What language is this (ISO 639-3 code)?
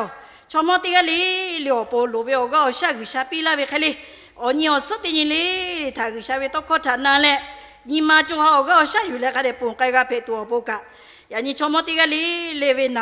lhu